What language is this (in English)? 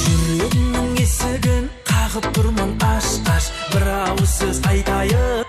Kara-Kalpak